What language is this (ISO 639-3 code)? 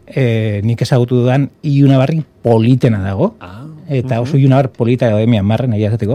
eus